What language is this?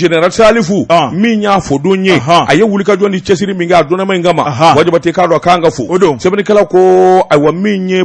Bambara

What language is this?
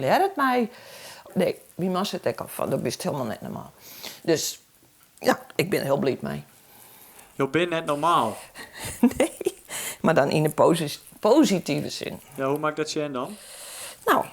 Western Frisian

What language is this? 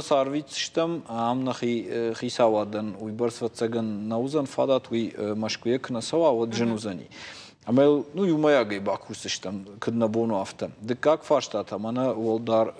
Ossetic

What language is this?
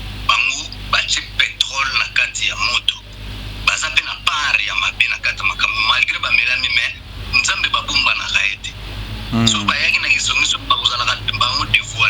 Lingala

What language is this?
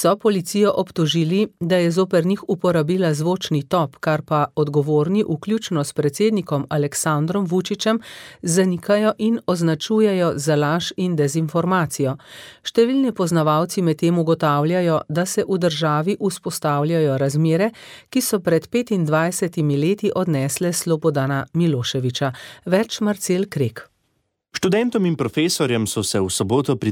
Slovenian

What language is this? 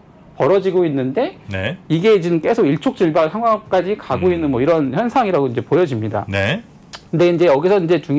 Korean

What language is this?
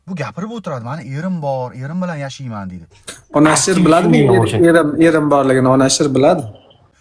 Uzbek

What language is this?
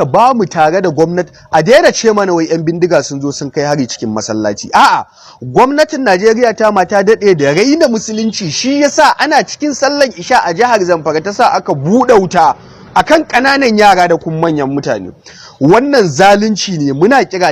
Hausa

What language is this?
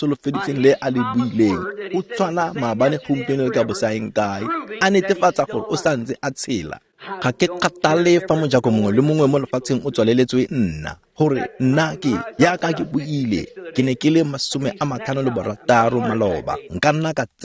Tswana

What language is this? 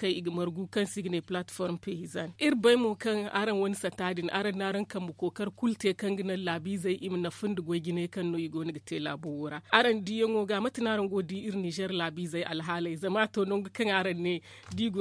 Zarma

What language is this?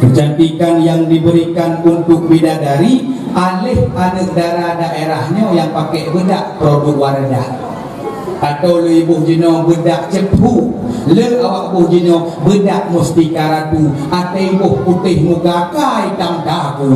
Achinese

